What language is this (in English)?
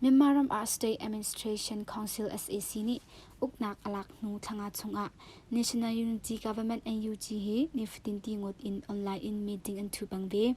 Hakha Chin